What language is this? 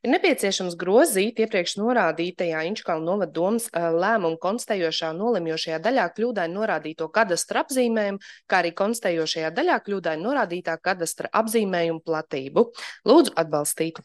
Latvian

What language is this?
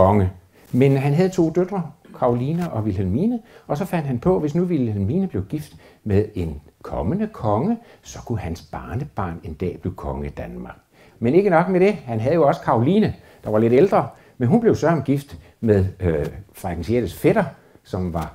Danish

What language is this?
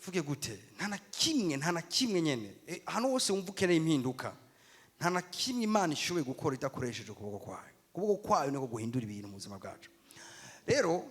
Rundi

